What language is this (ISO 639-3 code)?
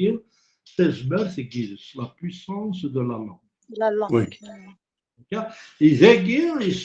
kab